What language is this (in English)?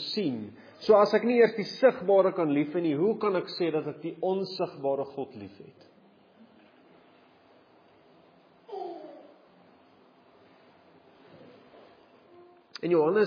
Afrikaans